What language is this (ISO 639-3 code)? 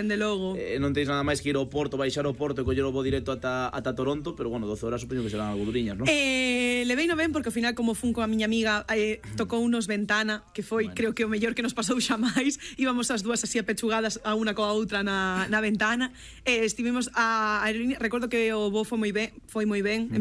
glg